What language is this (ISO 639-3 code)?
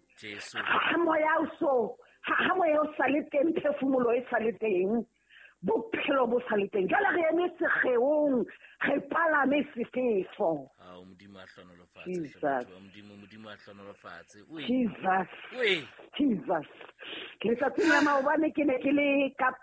sot